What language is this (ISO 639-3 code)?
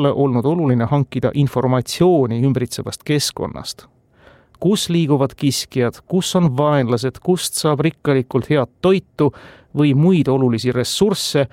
est